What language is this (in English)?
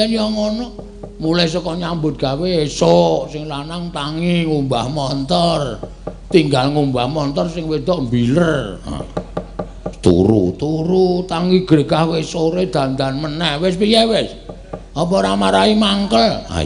Javanese